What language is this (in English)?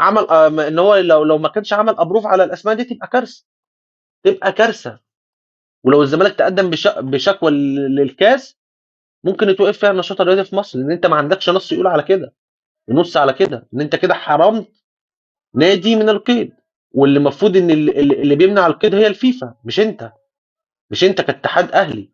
Egyptian Arabic